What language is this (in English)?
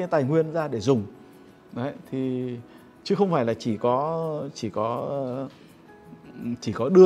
Vietnamese